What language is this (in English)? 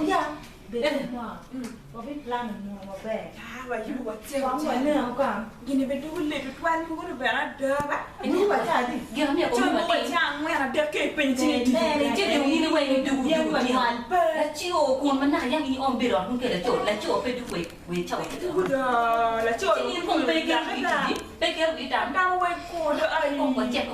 Acoli